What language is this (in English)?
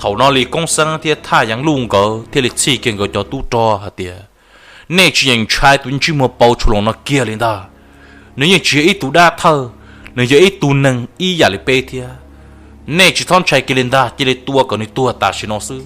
Hmong